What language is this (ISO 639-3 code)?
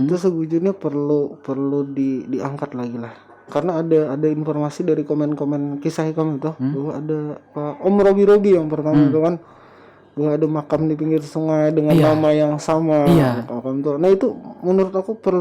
bjn